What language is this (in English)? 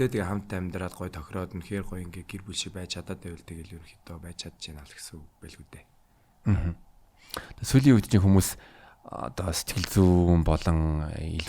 Mongolian